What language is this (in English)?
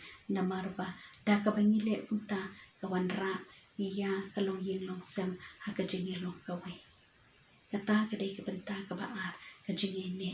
Khasi